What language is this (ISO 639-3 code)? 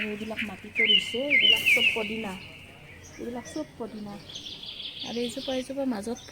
asm